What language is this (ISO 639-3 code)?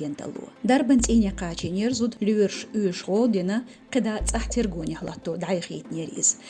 che